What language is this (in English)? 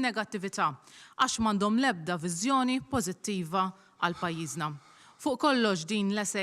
Maltese